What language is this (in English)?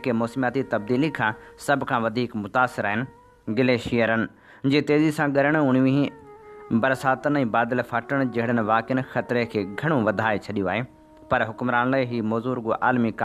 Sindhi